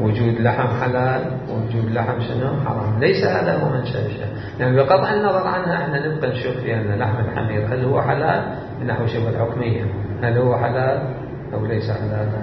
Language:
Mesopotamian Arabic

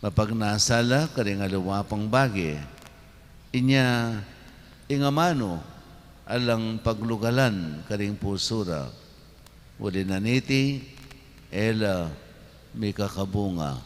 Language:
Pampanga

